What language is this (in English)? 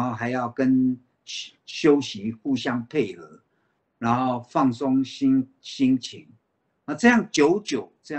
Chinese